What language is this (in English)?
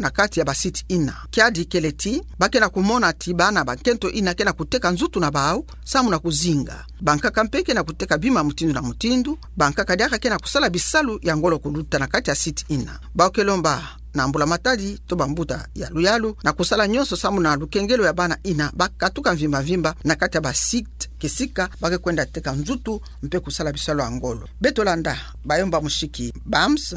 Kituba (Democratic Republic of Congo)